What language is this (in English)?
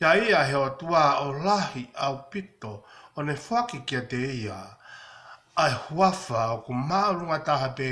Tongan